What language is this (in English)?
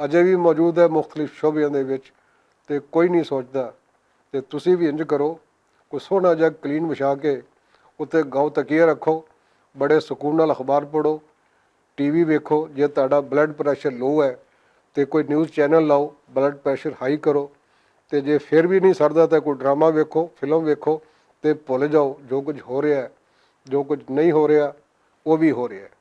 Western Panjabi